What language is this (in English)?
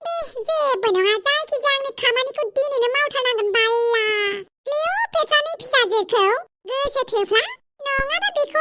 Bodo